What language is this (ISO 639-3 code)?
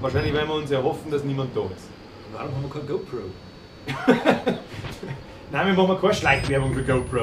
bar